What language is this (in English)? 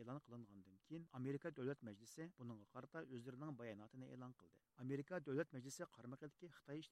Uyghur